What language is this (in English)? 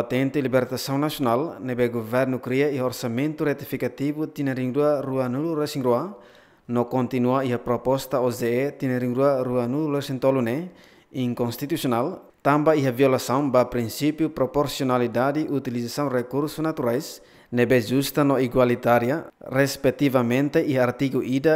Tetum